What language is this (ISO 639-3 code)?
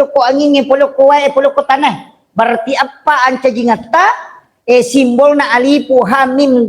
bug